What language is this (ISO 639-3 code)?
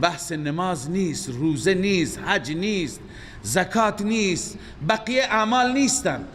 fas